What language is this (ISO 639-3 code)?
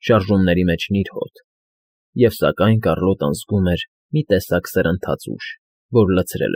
hye